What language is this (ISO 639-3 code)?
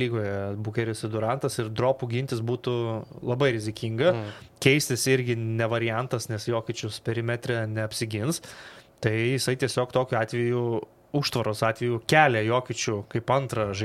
lit